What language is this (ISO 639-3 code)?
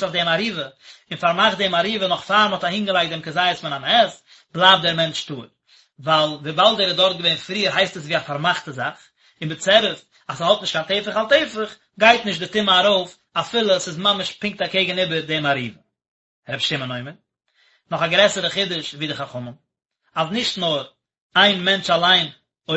yid